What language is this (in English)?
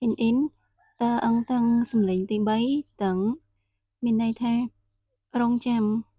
Khmer